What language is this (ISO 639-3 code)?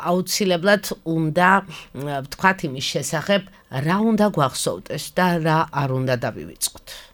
kat